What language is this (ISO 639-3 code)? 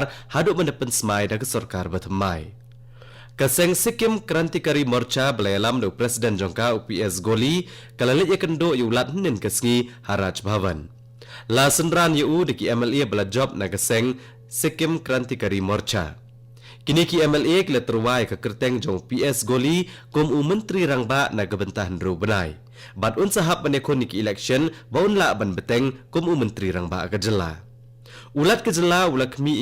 kha